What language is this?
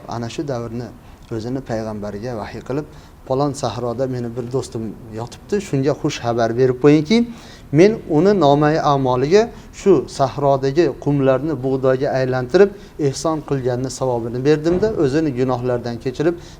Uzbek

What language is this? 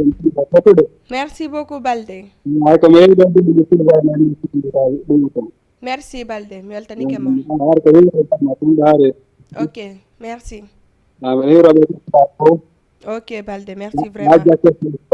Fula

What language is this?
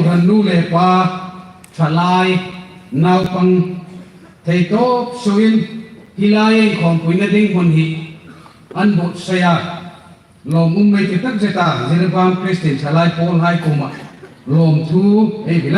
Hmar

